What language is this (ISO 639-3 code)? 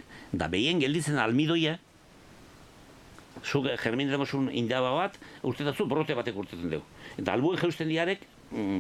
eus